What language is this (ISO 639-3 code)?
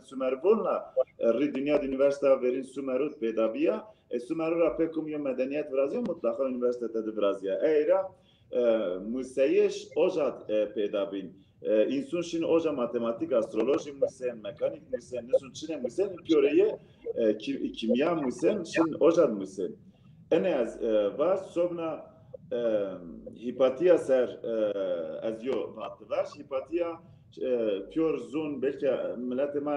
zza